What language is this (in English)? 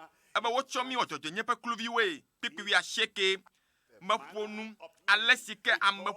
Ewe